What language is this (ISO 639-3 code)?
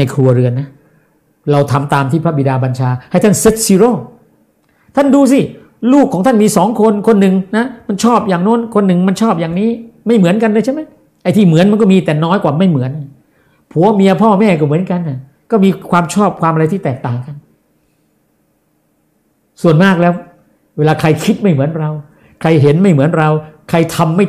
tha